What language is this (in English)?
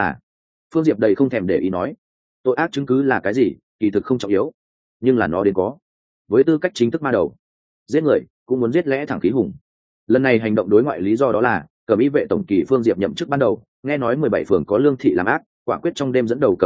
Vietnamese